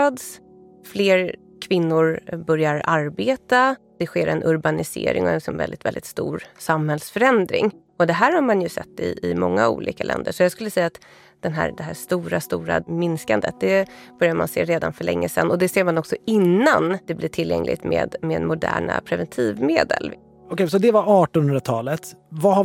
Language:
Swedish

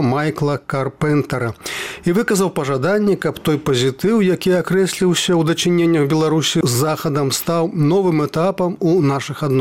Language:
Belarusian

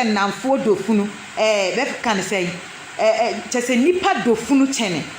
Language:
Akan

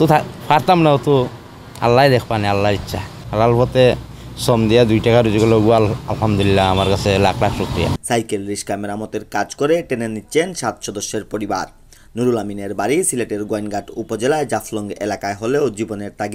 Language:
Sylheti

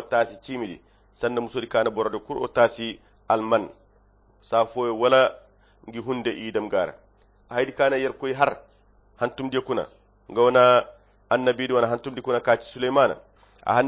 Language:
Koyra Chiini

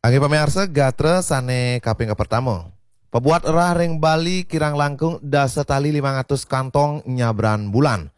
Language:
Balinese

